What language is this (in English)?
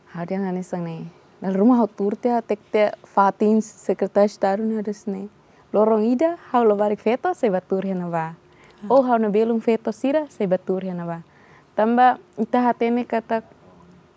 Tetum